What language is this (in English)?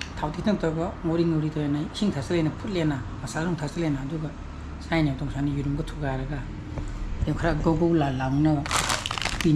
Manipuri